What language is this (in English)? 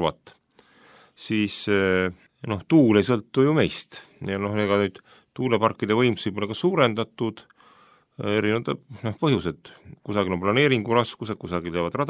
Estonian